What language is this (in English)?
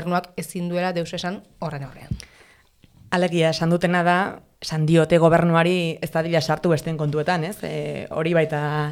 Basque